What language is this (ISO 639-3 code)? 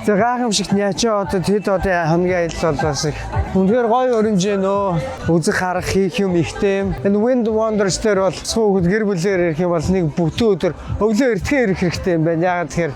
mon